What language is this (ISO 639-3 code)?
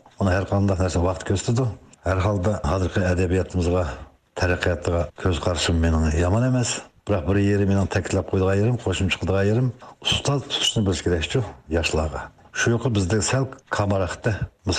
uig